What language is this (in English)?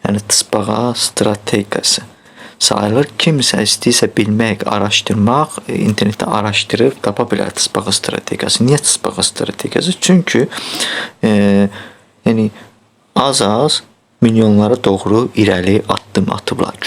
Azerbaijani